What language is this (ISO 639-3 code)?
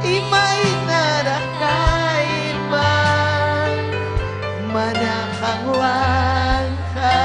quy